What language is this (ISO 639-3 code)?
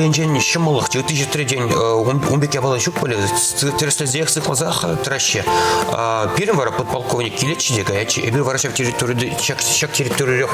chv